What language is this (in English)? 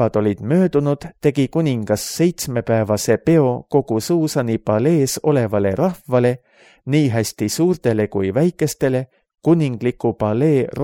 Estonian